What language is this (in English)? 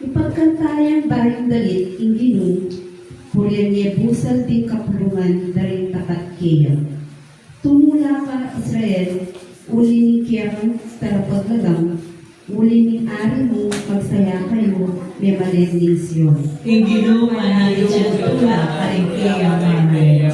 Pampanga